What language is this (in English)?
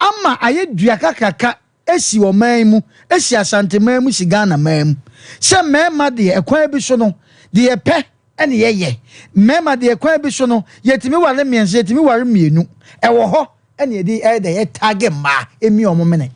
Akan